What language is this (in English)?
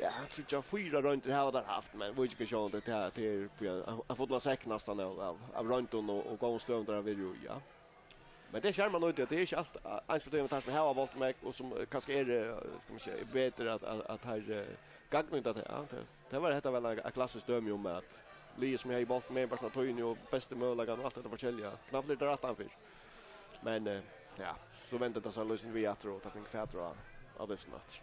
Faroese